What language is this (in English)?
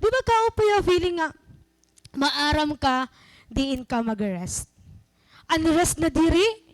Waray